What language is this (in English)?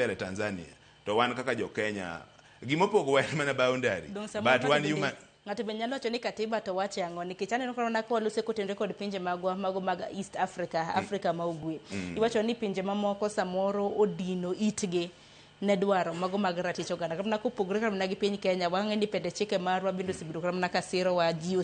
Luo (Kenya and Tanzania)